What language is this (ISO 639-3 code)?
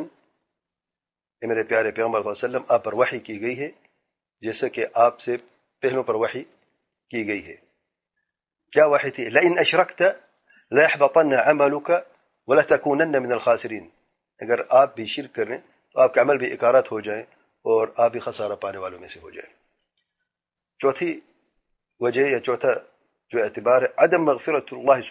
urd